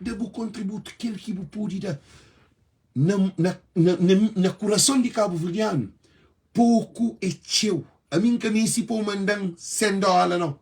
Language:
Kabuverdianu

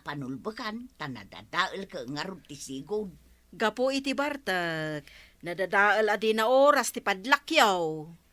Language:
Iloko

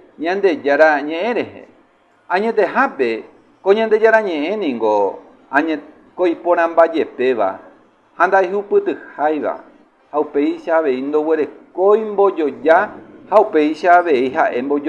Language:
Guarani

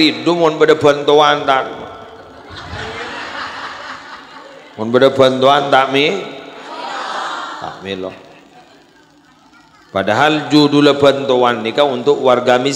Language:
Madurese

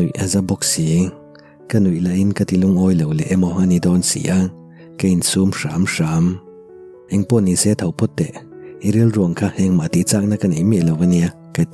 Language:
Mizo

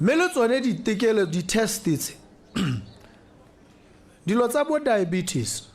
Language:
Tswana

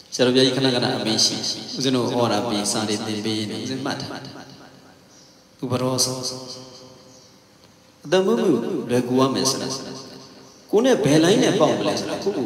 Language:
Burmese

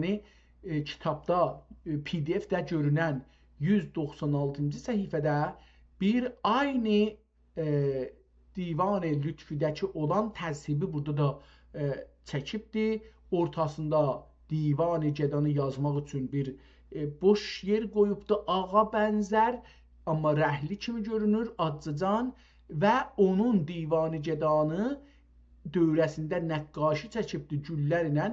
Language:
South Azerbaijani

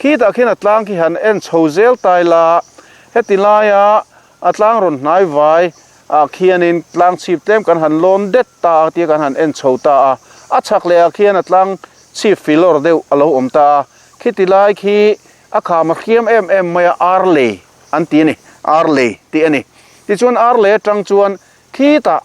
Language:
Mizo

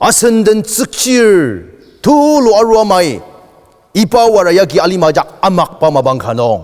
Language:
Ao Naga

